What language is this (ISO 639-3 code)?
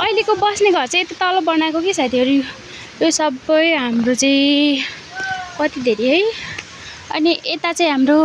nep